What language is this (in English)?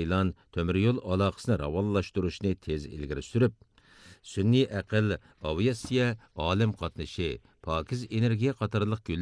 Uyghur